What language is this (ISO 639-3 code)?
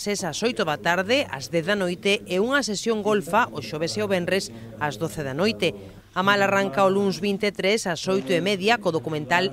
glg